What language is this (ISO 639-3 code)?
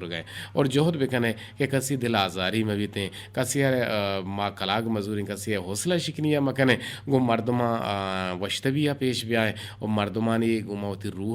bgp